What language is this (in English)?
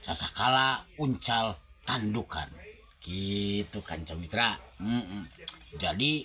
Sundanese